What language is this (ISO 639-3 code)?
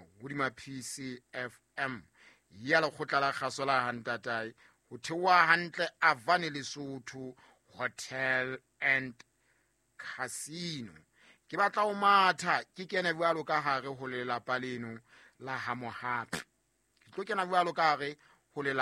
sot